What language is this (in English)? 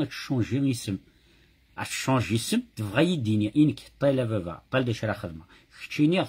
Kabyle